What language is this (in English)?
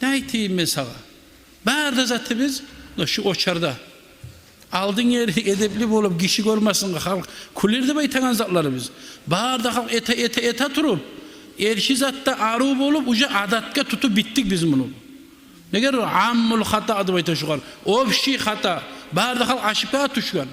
Kumyk